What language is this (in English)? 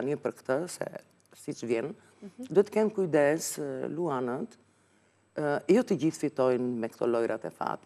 Albanian